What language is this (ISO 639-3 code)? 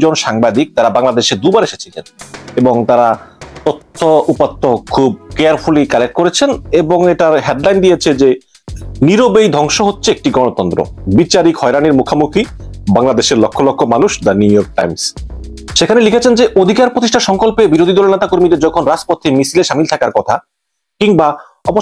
ben